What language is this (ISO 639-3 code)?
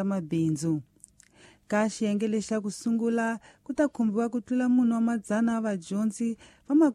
tso